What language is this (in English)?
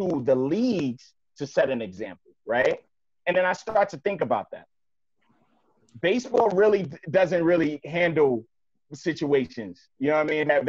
English